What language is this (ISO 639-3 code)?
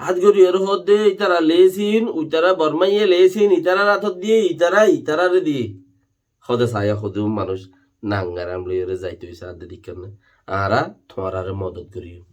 rhg